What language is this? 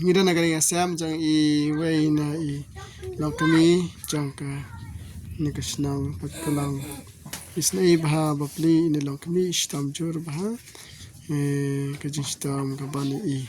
Khasi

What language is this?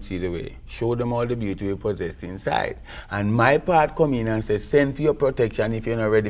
Jamaican Creole English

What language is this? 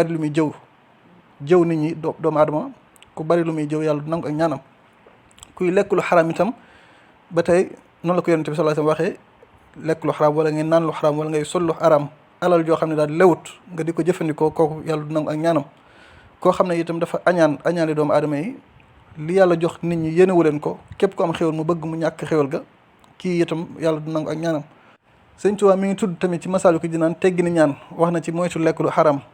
Wolof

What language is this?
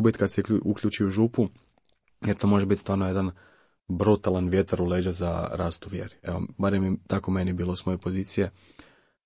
Croatian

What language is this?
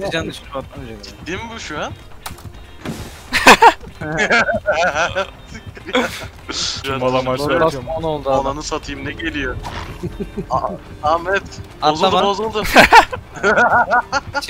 Turkish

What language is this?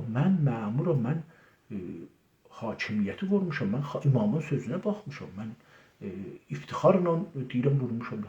South Azerbaijani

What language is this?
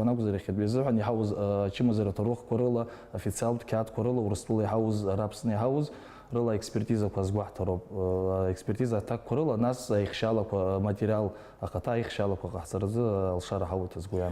Abkhazian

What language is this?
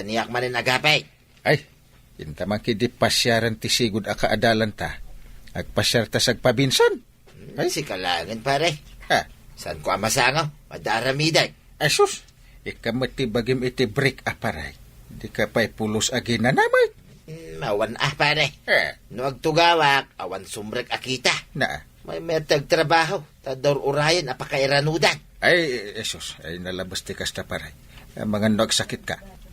Iloko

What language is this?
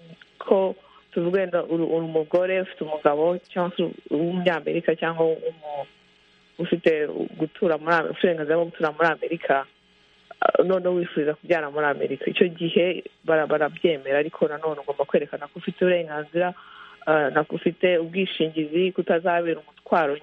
Kinyarwanda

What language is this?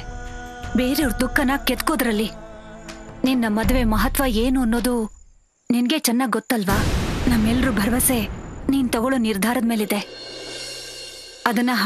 Kannada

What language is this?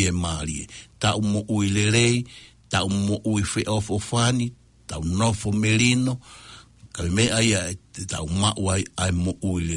Tongan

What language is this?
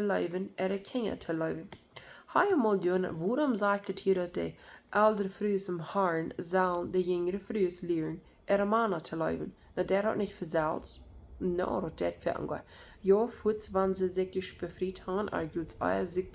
Plautdietsch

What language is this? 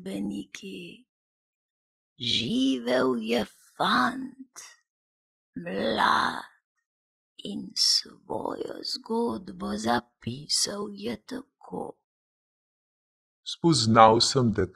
Slovenian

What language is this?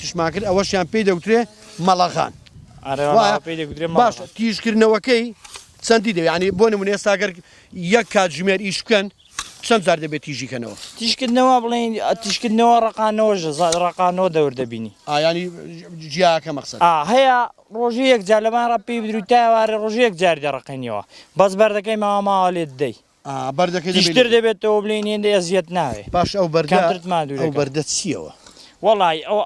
Central Kurdish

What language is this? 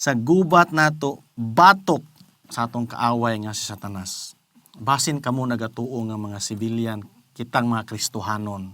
Cebuano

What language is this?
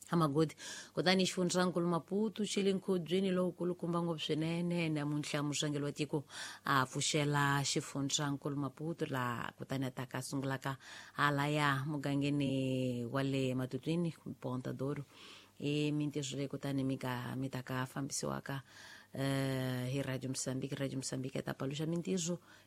Tsonga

